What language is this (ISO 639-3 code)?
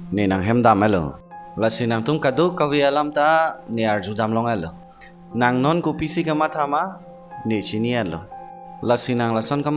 mjw